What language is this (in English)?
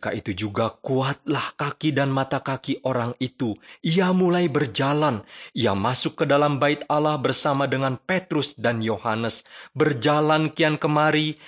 Indonesian